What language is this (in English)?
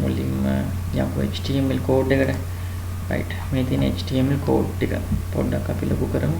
Sinhala